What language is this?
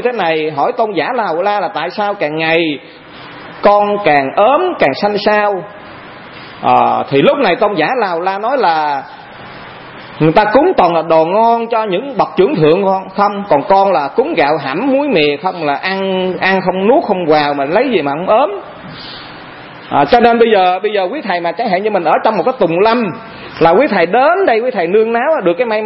Vietnamese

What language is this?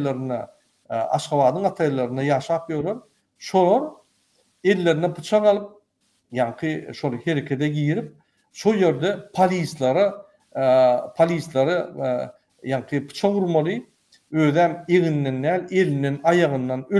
Turkmen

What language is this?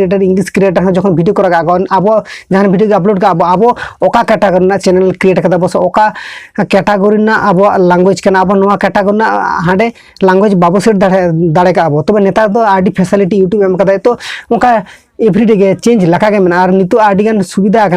Santali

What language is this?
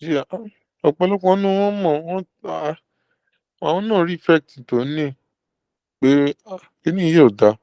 Yoruba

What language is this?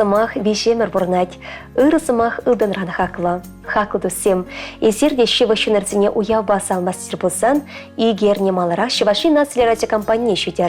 Chuvash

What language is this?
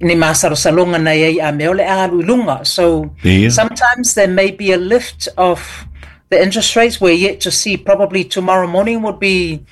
Samoan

